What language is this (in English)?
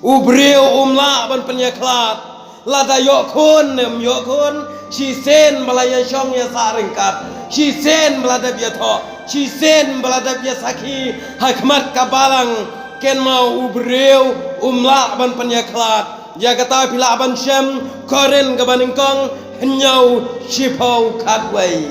Khasi